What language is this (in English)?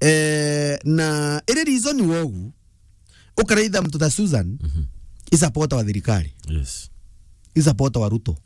Meru